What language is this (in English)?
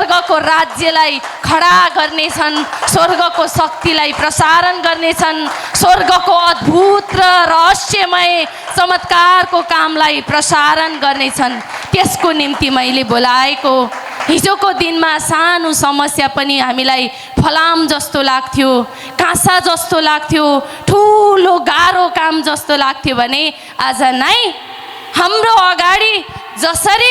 Nepali